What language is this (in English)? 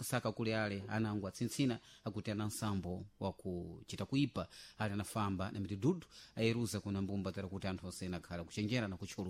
Sena